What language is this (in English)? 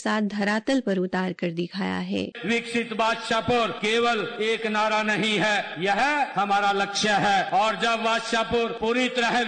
Hindi